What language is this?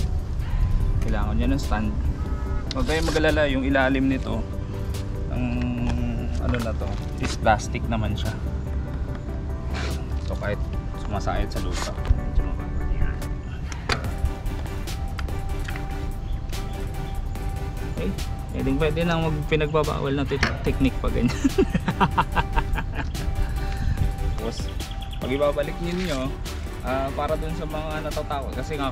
Filipino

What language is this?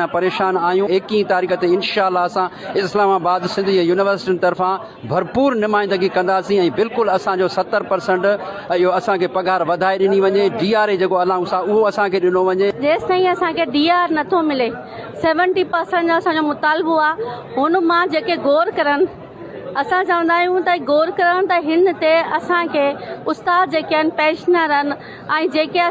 Sindhi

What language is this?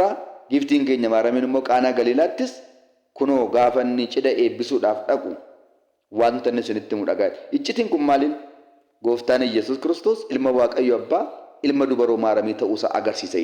Oromo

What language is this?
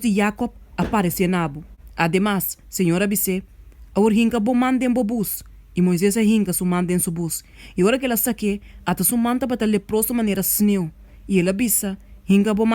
Papiamento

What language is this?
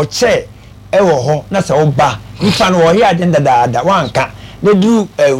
Akan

